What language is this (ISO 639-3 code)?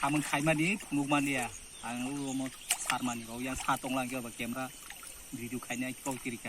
trp